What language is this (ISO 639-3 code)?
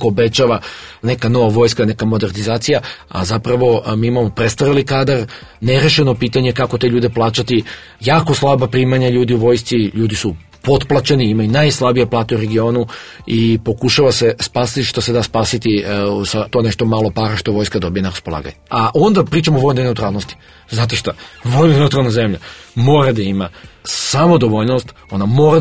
srp